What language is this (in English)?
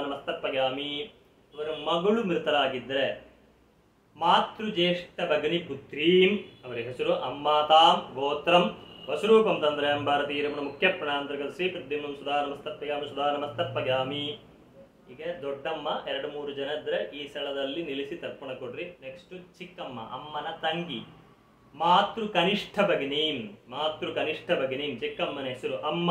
Kannada